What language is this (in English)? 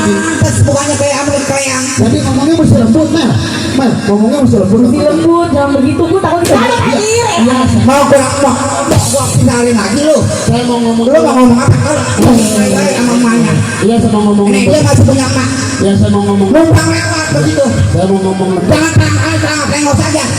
Betawi